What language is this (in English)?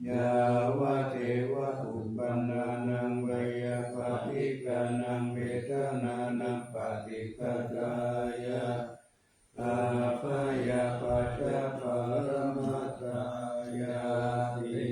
Pali